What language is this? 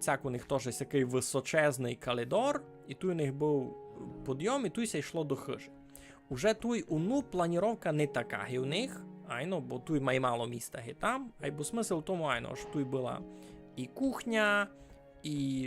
Rusyn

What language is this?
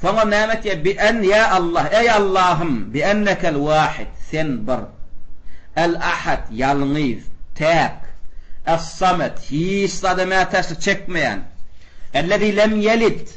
Turkmen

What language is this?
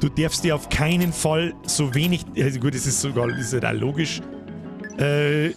Bavarian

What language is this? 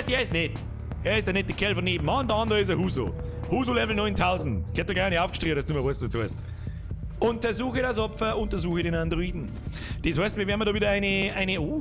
Bavarian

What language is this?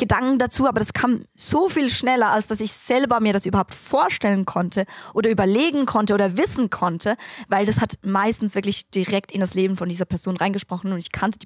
Swiss German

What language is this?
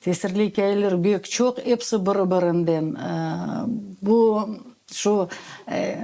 Crimean Tatar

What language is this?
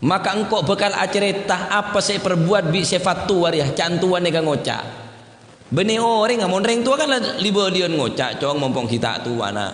Madurese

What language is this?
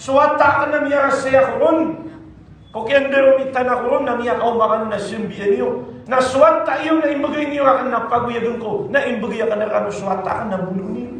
Maranao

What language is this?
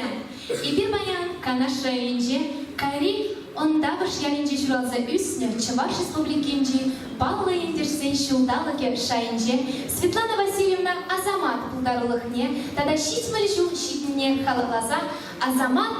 Chuvash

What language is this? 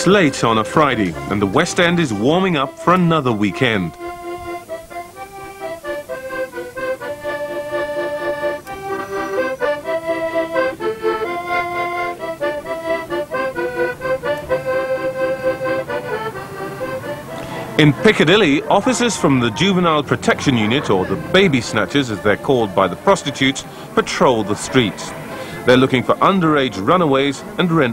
English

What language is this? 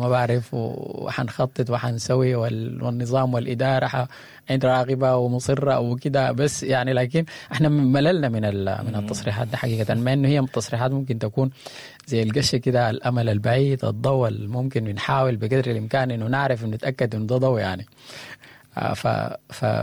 Sudanese Arabic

